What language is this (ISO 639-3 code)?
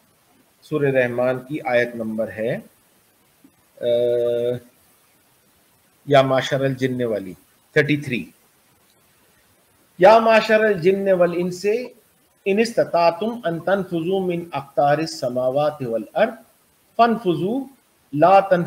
urd